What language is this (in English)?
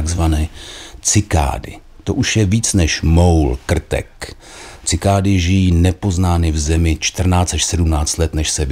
Czech